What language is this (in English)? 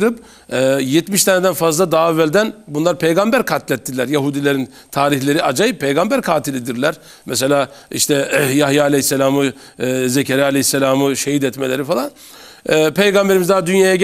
Turkish